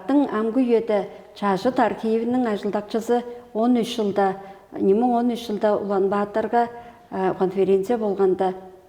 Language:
Tuvinian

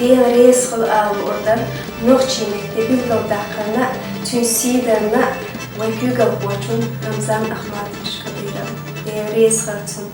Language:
Chechen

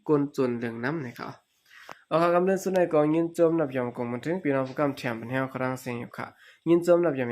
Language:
Shan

